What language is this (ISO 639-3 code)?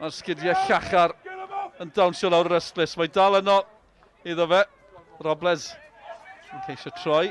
cym